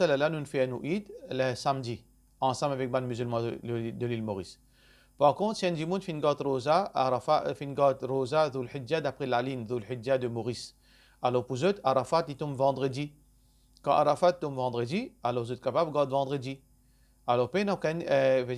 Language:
Morisyen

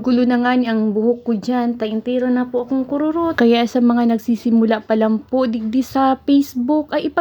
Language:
Bikol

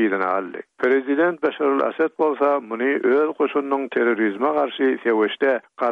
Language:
Turkmen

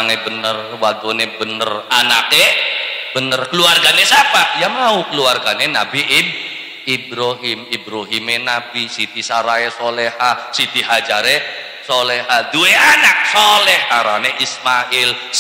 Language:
Javanese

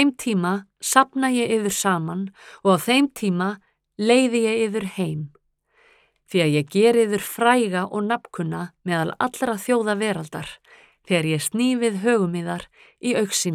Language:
Icelandic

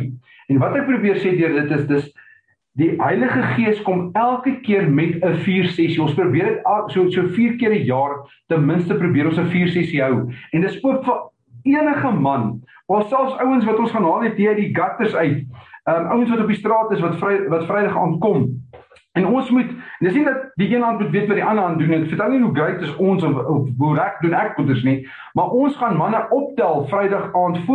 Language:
Afrikaans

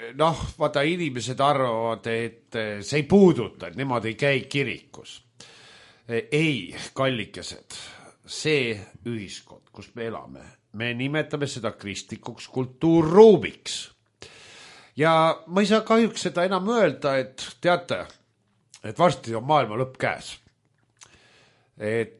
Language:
Estonian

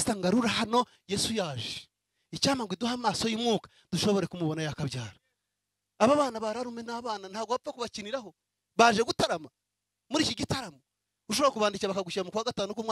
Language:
Kinyarwanda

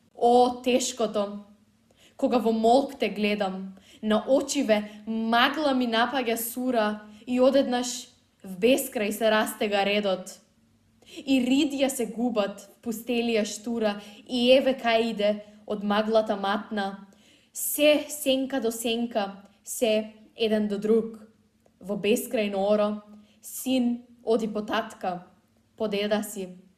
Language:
Macedonian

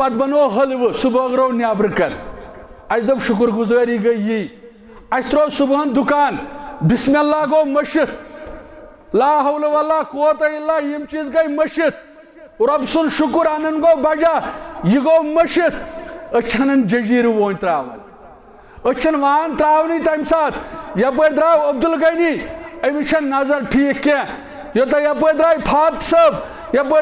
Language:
Kashmiri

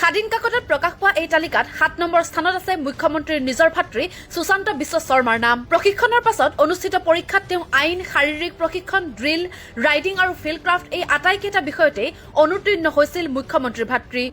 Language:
Assamese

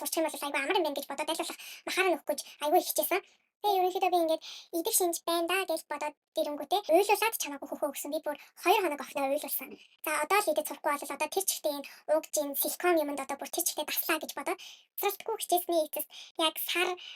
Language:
Mongolian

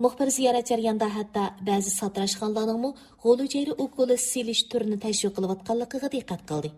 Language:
Uyghur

